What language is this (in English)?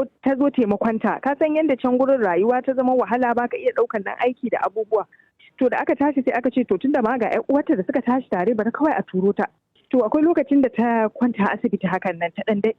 Hausa